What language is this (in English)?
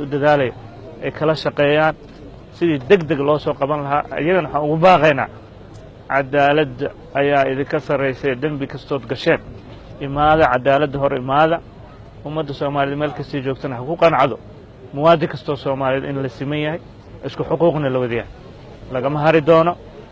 Somali